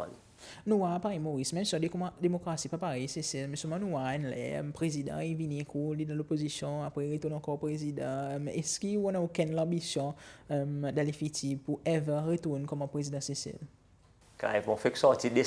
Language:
Seselwa Creole French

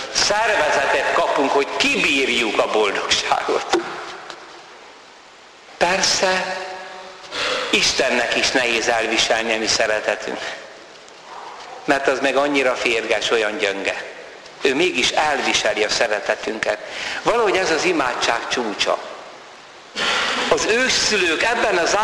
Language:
Hungarian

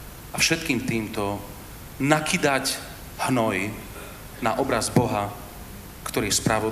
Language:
Slovak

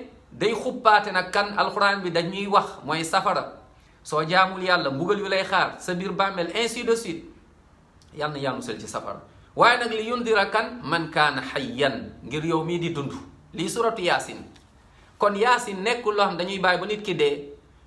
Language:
Wolof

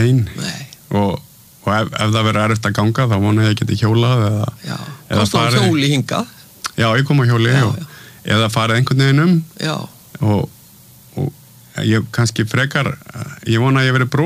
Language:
Icelandic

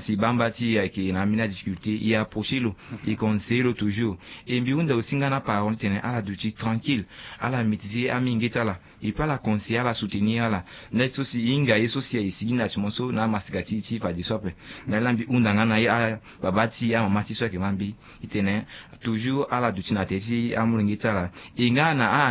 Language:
Sango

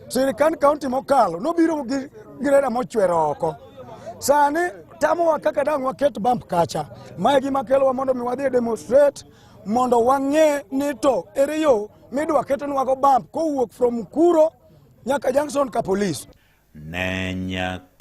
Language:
Luo (Kenya and Tanzania)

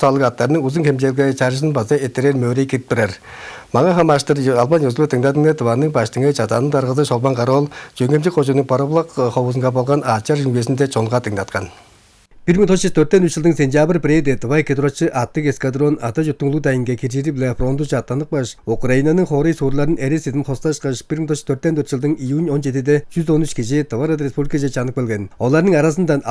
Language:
Tuvinian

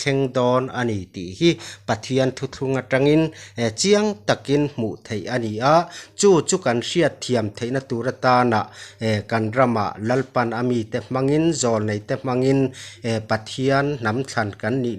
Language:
Mizo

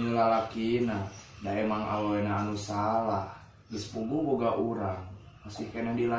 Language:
Sundanese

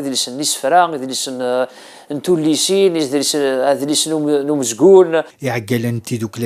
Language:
Kabyle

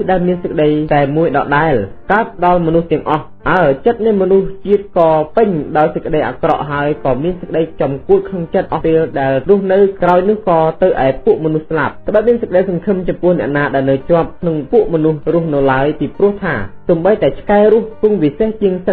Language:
Khmer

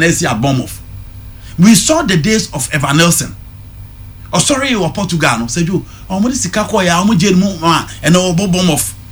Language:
Akan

